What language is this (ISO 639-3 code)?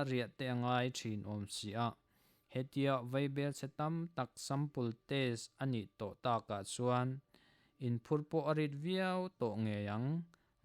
lus